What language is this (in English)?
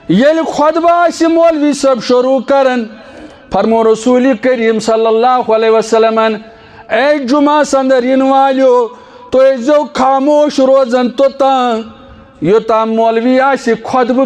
Kashmiri